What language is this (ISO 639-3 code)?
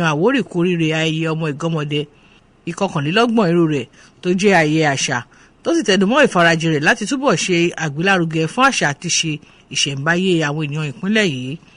yor